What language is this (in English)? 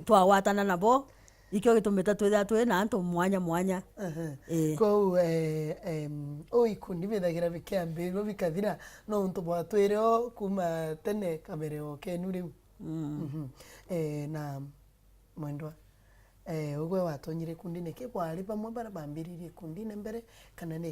Meru